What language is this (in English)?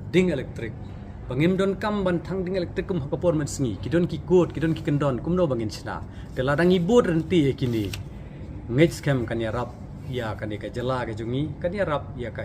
Khasi